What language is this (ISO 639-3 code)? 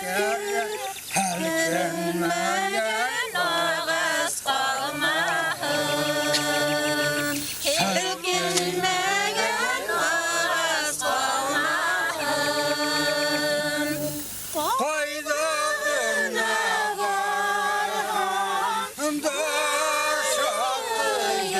bak